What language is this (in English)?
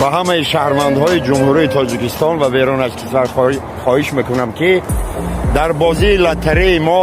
Tajik